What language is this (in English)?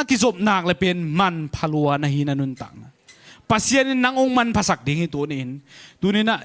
Tedim Chin